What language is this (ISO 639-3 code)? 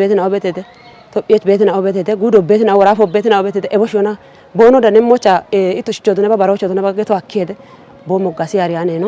kbr